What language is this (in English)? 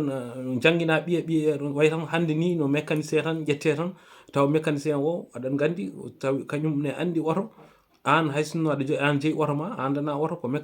Fula